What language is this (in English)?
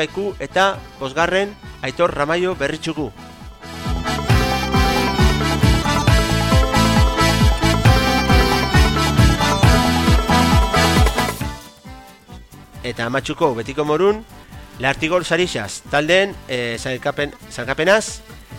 Basque